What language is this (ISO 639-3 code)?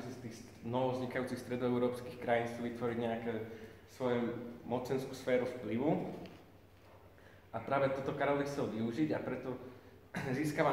slk